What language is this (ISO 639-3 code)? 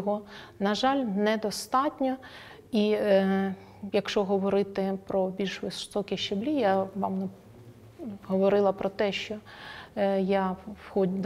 ukr